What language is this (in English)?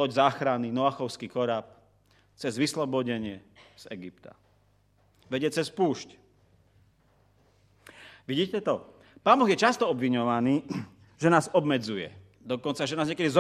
Slovak